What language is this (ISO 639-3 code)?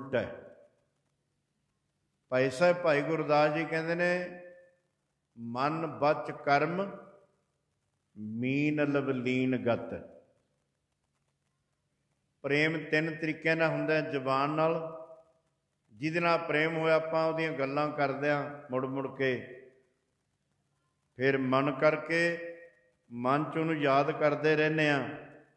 pan